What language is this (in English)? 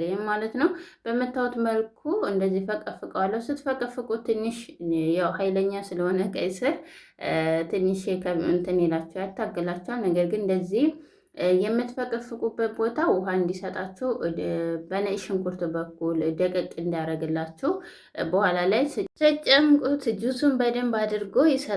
Amharic